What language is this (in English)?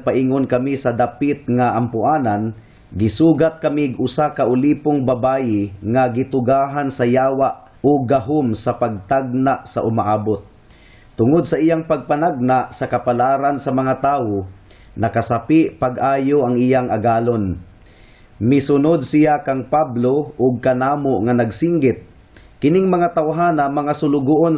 Cebuano